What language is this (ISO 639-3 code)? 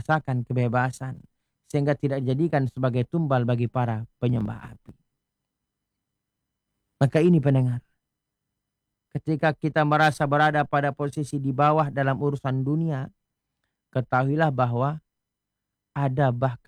ind